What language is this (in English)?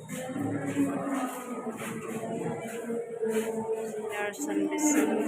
Cebuano